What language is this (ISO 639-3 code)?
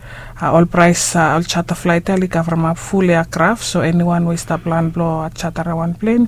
bis